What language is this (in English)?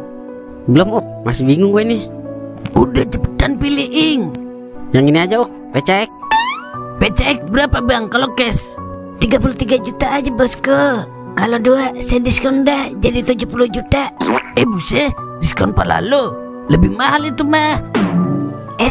Betawi